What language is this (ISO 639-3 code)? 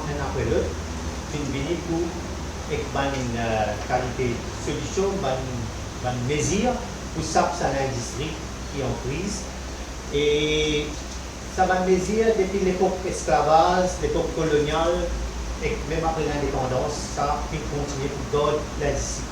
mfe